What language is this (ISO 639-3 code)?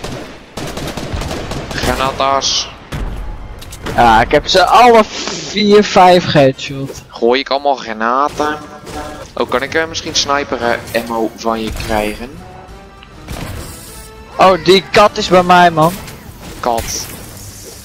nld